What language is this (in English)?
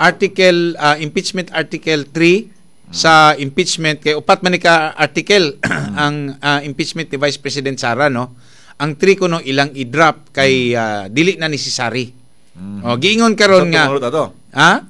Cebuano